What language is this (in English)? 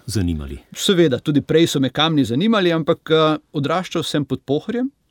Slovenian